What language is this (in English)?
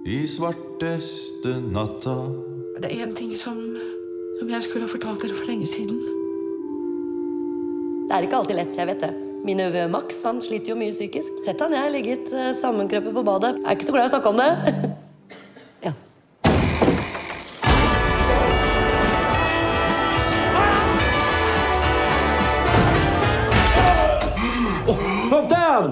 Norwegian